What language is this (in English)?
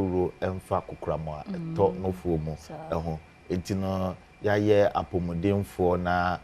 Akan